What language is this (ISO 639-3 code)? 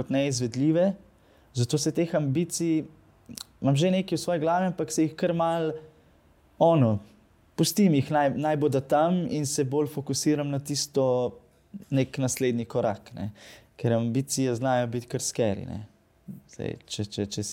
slv